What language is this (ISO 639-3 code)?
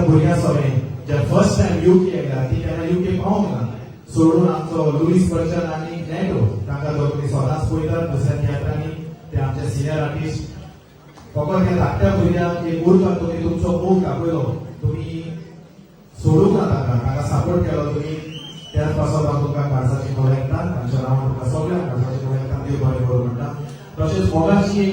kok